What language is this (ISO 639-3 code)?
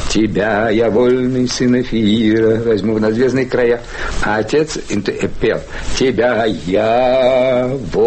rus